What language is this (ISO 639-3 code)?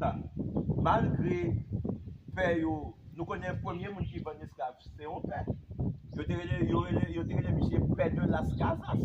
hat